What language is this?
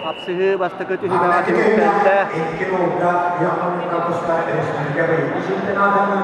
Yakut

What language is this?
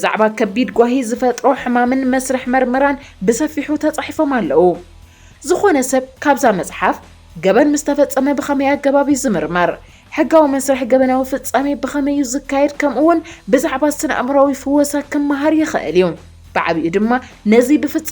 Tigrinya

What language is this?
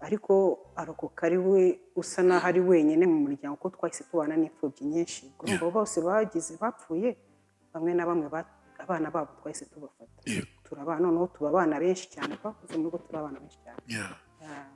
Kinyarwanda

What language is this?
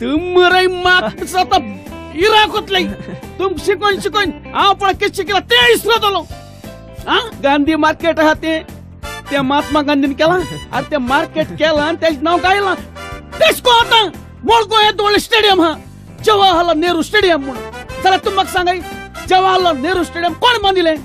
Konkani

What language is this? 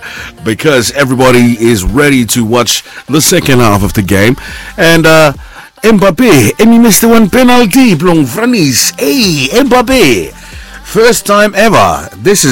Bislama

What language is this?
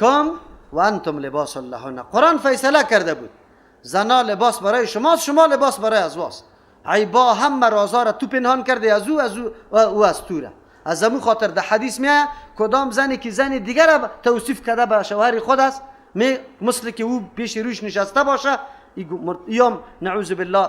Persian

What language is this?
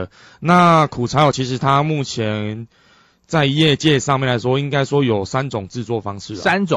Chinese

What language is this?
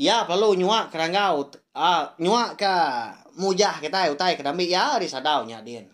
Iban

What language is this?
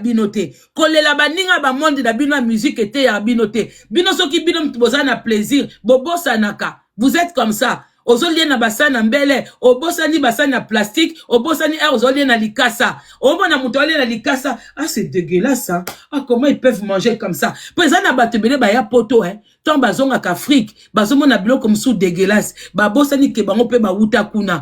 Lingala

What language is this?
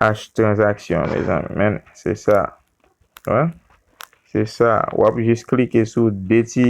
Haitian Creole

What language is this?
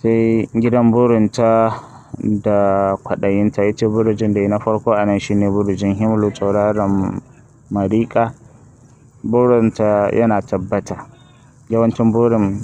Hausa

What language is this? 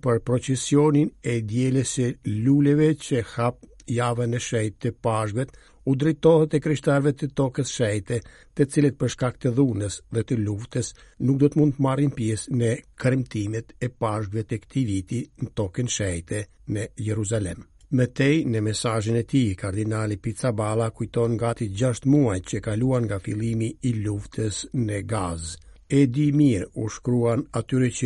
Albanian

